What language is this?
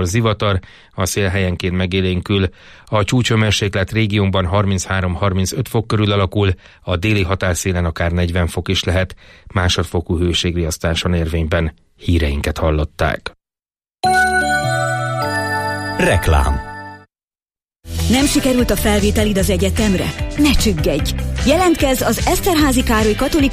Hungarian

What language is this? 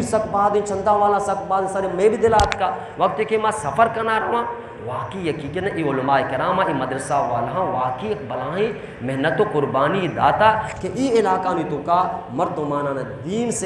Baluchi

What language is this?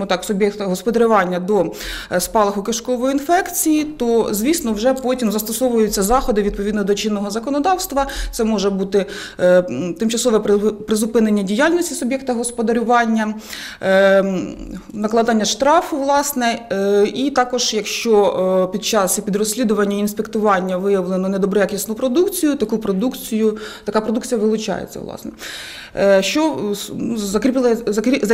Ukrainian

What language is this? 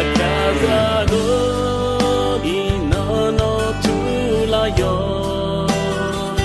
Akha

